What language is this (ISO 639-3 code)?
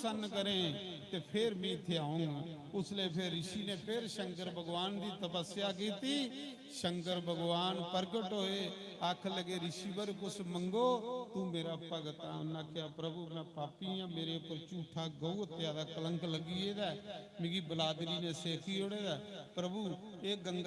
doi